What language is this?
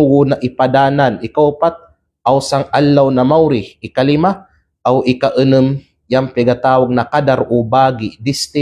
Kalagan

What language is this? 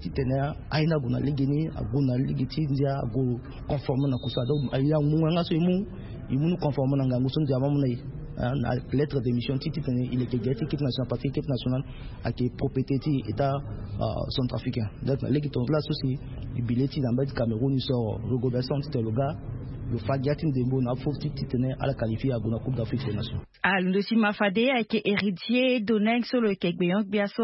Sango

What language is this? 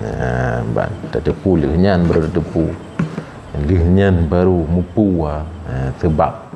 Achinese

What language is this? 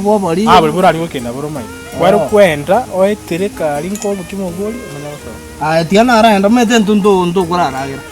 Gusii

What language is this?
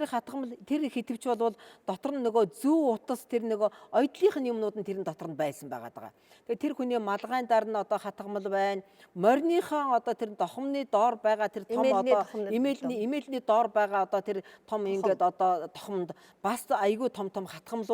Mongolian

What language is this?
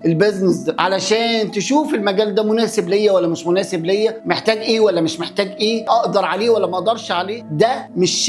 Egyptian Arabic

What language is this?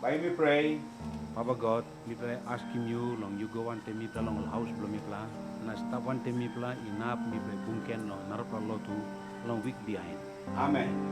Tok Pisin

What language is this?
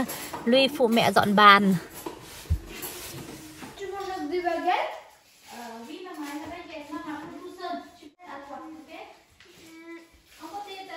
Vietnamese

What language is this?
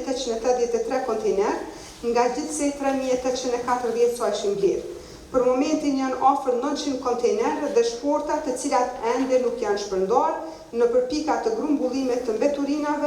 Albanian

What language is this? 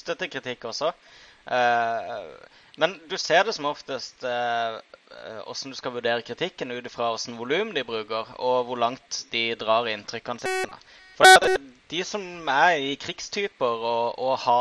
Norwegian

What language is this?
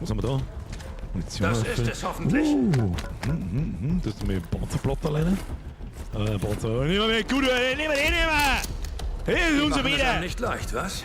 Bavarian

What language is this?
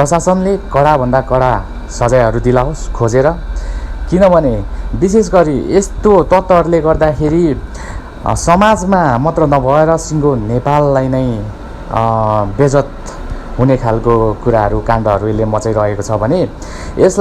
Nepali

